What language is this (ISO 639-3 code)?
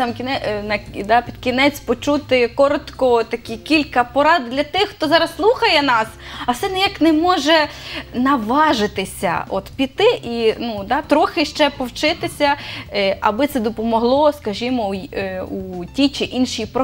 ukr